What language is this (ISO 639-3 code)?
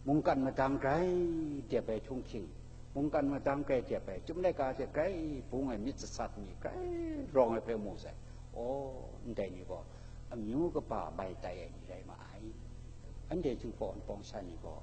kac